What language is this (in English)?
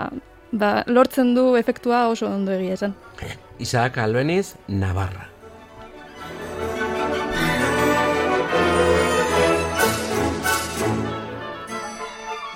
Basque